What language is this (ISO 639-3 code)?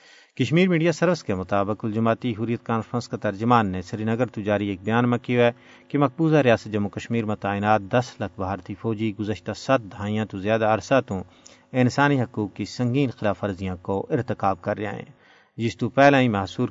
gju